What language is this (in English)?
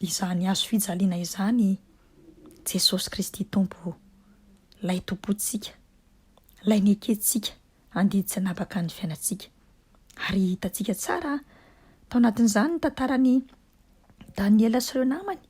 Malagasy